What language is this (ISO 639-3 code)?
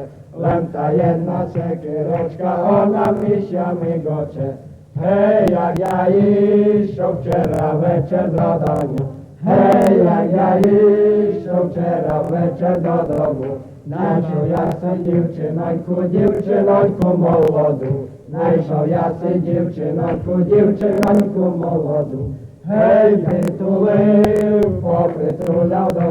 rue